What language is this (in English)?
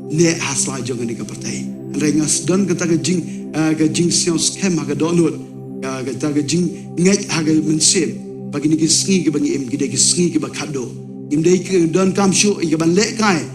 Khasi